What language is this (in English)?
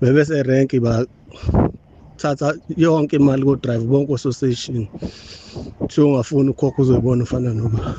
Zulu